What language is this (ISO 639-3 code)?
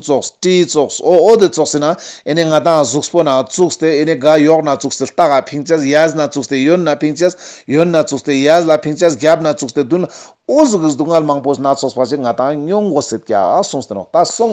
lbj